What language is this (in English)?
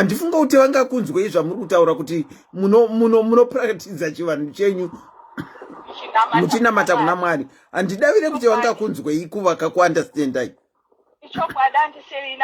Shona